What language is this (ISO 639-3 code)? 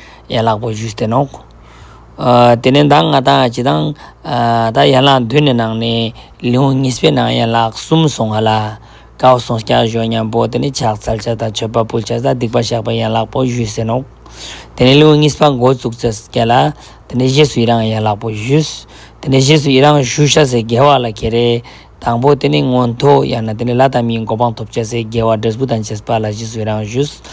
lbj